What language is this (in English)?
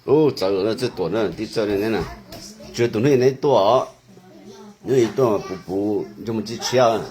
Hmong